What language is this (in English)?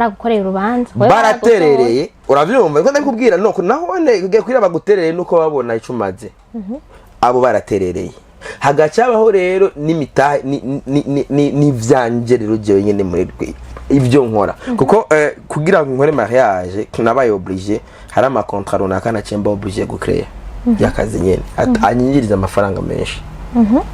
Rundi